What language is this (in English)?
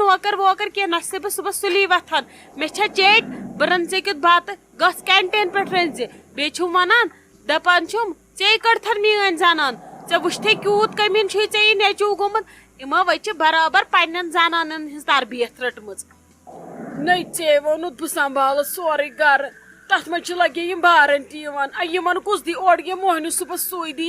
Kashmiri